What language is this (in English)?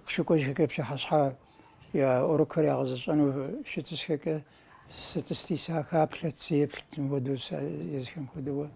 Kabardian